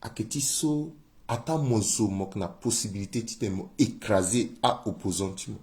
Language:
Sango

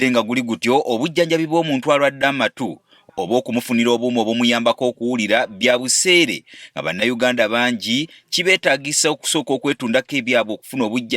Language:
Ganda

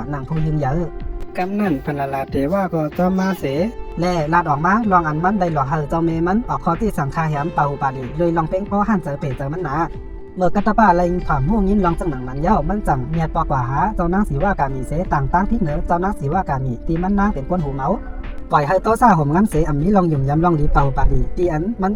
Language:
Shan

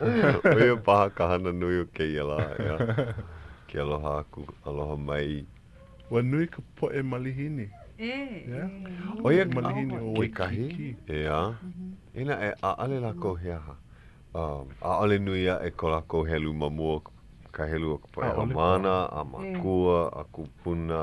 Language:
Hawaiian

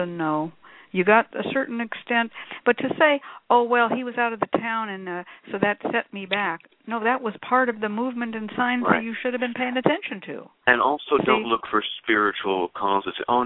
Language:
English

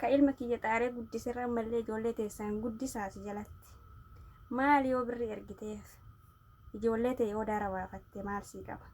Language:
Oromo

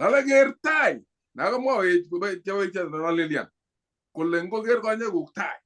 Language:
Kalenjin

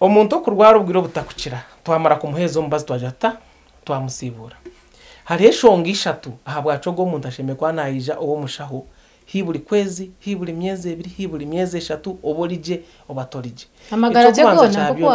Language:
Nyankole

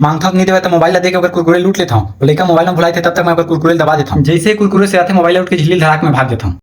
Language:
Chhattisgarhi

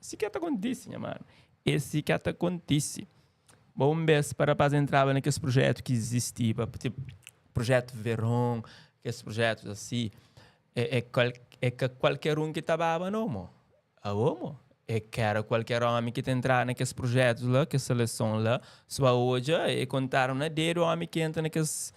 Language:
Kabuverdianu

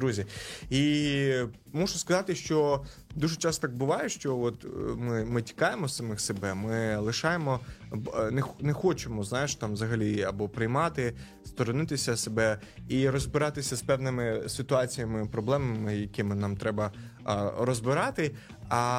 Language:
Ukrainian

